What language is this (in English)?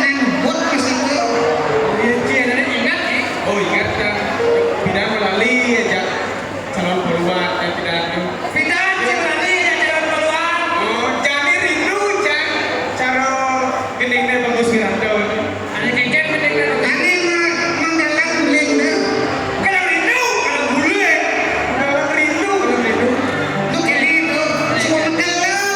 Balinese